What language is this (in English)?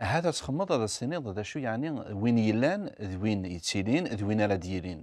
Kabyle